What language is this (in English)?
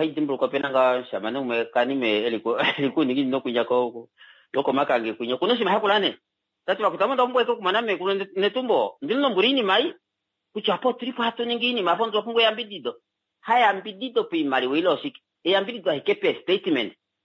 Kuanyama